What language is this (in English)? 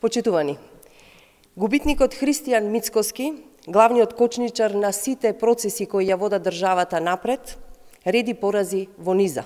Macedonian